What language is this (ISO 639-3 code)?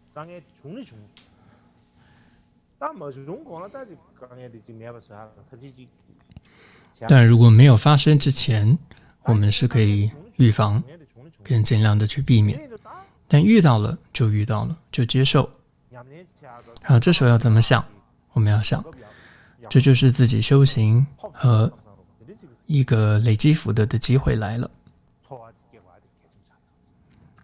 zho